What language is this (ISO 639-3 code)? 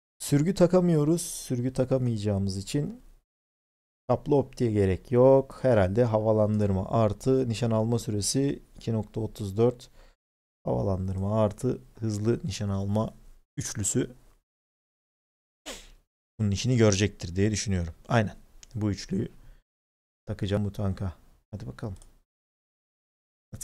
tur